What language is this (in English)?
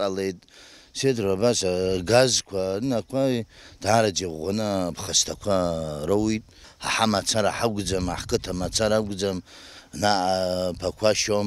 Abkhazian